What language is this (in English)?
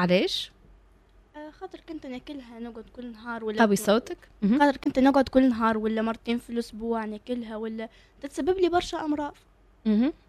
Tunisian Arabic